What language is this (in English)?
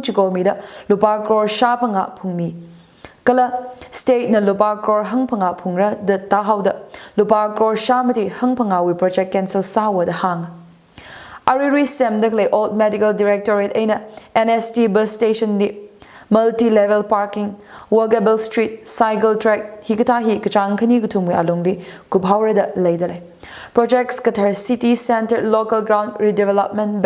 Tangkhul Naga (India)